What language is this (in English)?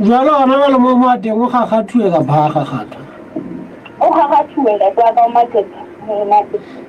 Southern Sotho